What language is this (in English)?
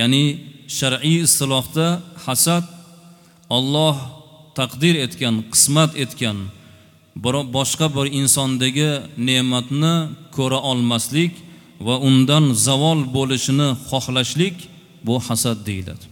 Uzbek